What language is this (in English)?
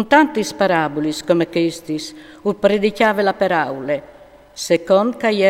Friulian